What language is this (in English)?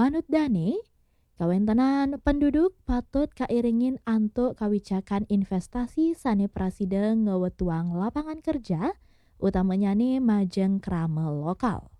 Balinese